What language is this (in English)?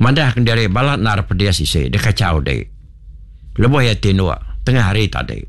Iban